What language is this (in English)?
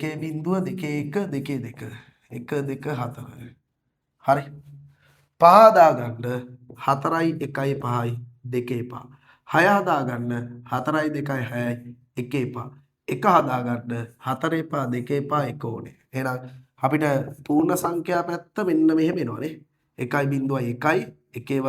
Sinhala